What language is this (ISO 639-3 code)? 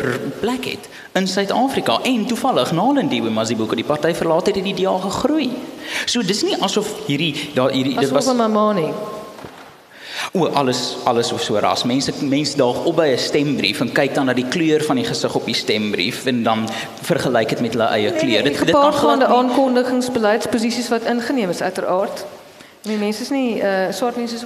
afr